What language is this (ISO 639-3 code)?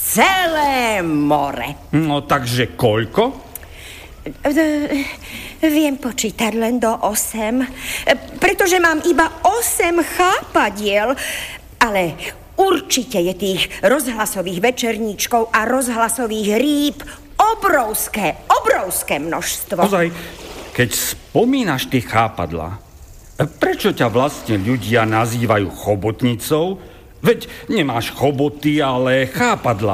slk